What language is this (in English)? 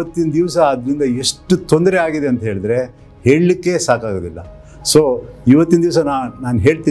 Kannada